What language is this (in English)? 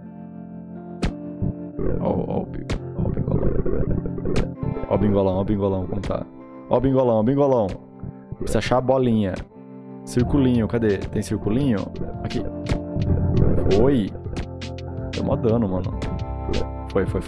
Portuguese